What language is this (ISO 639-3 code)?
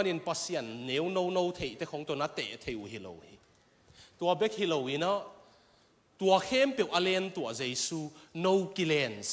ctd